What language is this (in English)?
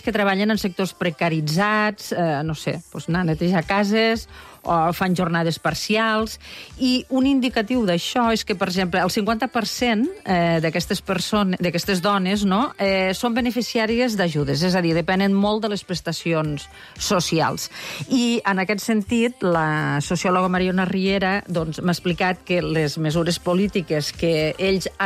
Catalan